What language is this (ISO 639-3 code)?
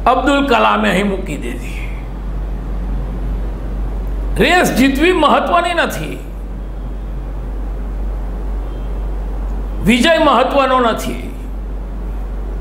guj